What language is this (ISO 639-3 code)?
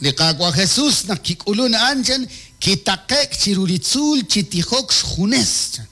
kek